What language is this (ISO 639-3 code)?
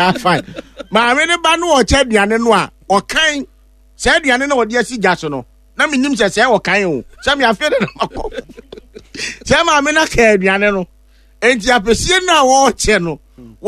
aka